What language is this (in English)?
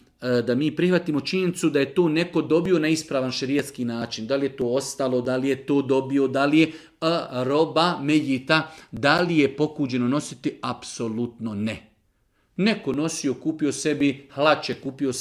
Bosnian